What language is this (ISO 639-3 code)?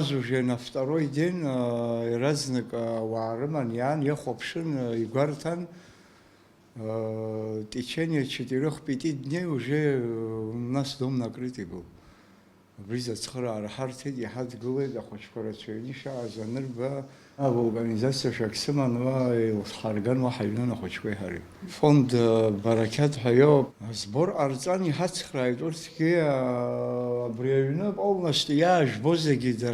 abk